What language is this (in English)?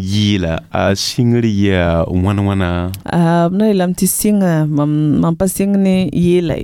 Mossi